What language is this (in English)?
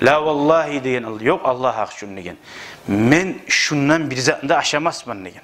Kumyk